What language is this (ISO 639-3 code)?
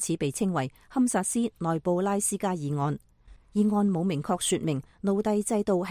yue